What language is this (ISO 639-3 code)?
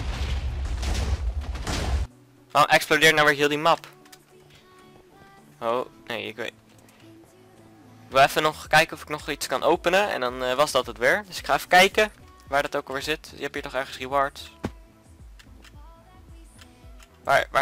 nld